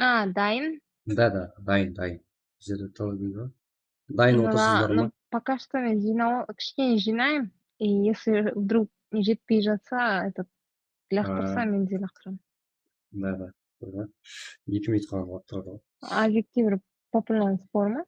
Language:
Kara-Kalpak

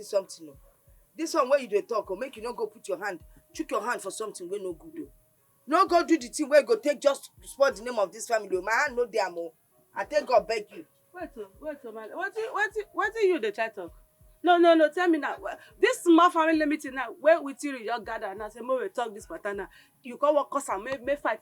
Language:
Nigerian Pidgin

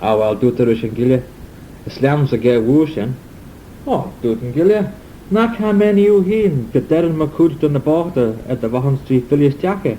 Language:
Manx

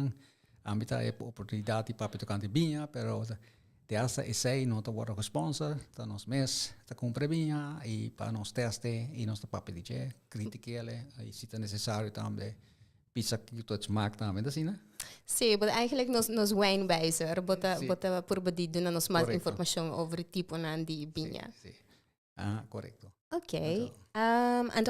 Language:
Papiamento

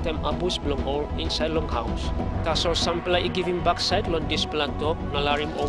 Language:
Tok Pisin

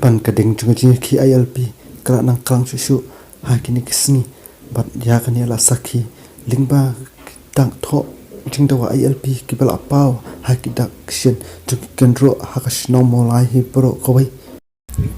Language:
Khasi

